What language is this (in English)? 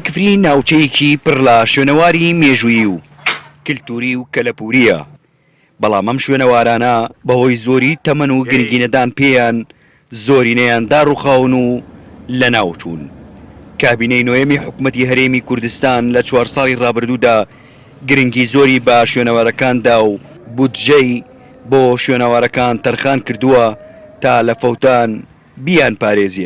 Central Kurdish